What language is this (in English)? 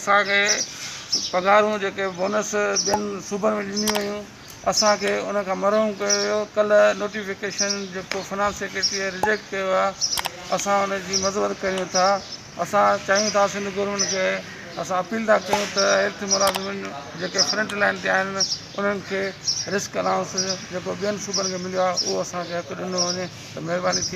Sindhi